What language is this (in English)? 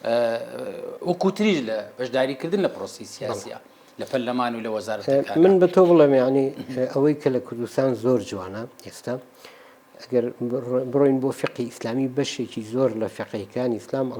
Central Kurdish